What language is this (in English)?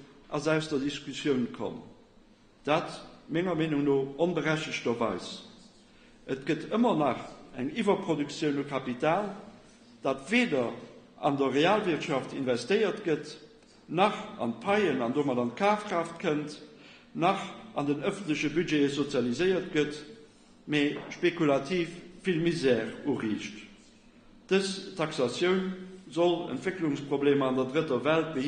Luxembourgish